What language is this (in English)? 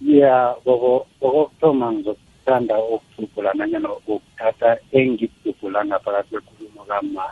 South Ndebele